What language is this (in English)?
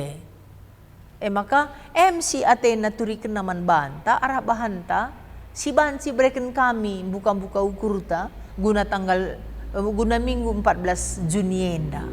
Batak Karo